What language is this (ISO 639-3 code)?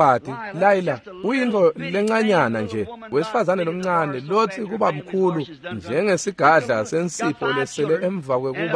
ssw